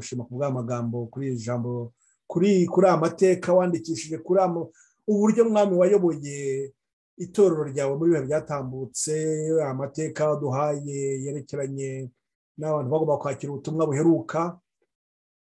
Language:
Kinyarwanda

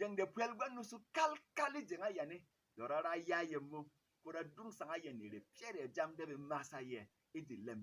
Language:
Berom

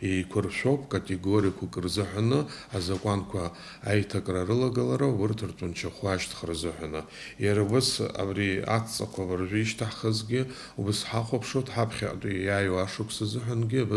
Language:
Abkhazian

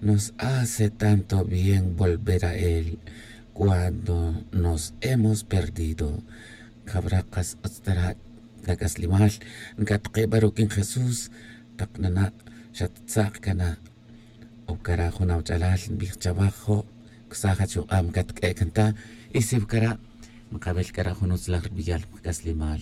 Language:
Tz'utujil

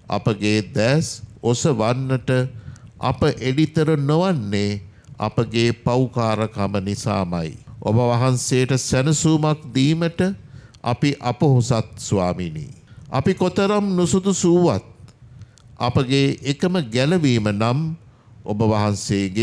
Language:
Sinhala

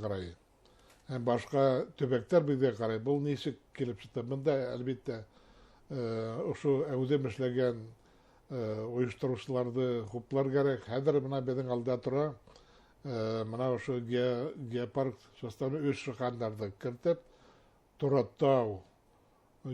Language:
Bashkir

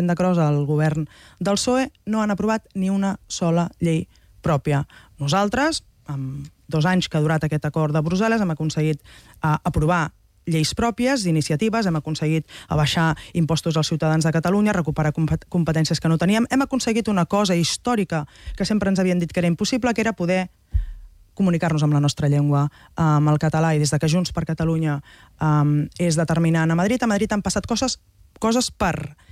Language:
Catalan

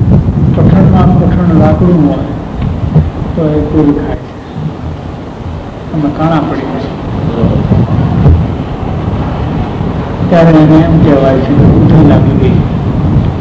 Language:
Gujarati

